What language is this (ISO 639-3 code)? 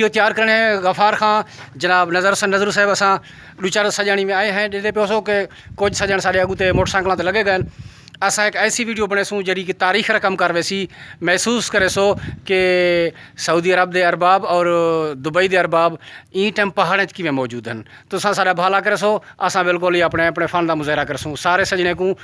skr